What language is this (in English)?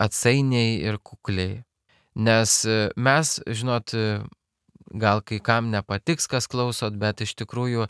Lithuanian